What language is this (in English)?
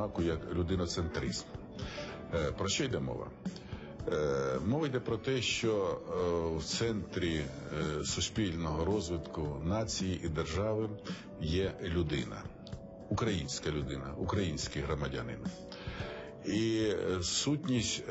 Ukrainian